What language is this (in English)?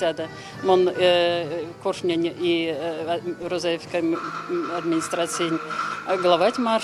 Erzya